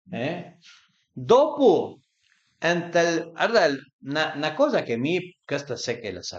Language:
Piedmontese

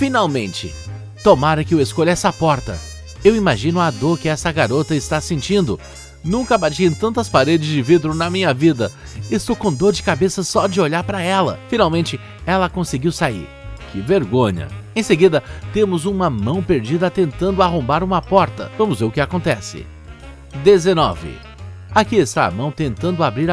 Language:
Portuguese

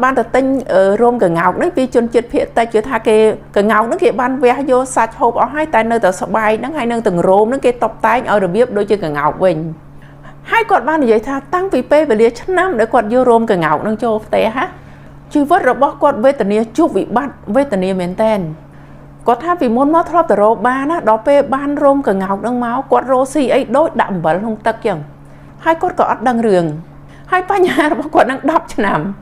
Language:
Khmer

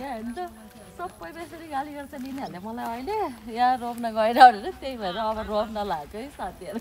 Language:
Nepali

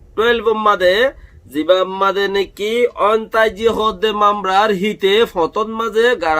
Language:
Rohingya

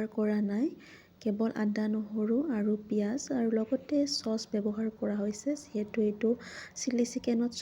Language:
Assamese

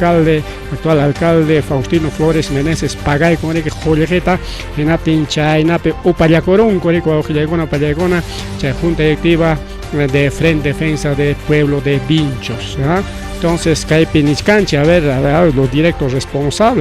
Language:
Ayacucho Quechua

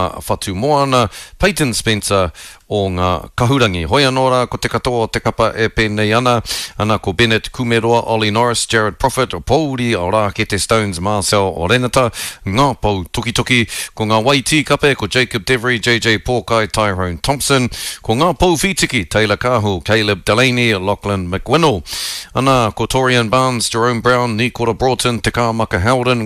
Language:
Māori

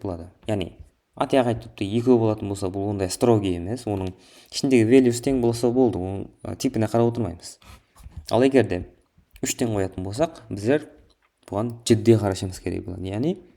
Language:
Kara-Kalpak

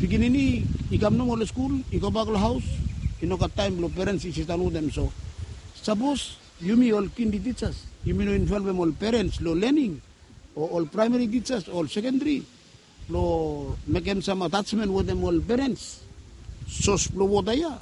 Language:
Bislama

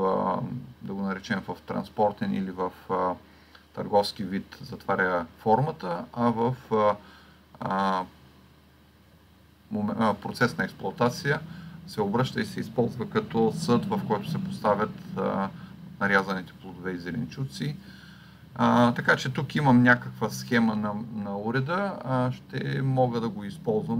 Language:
Bulgarian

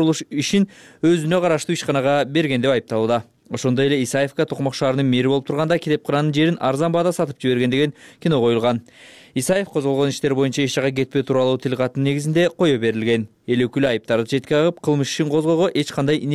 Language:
Kyrgyz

